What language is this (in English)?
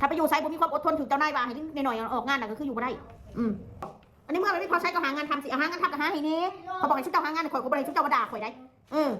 Northeastern Thai